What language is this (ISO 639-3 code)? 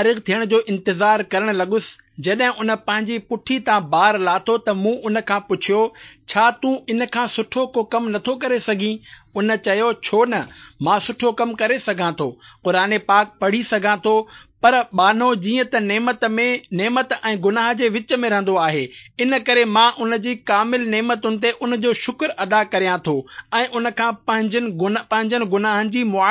snd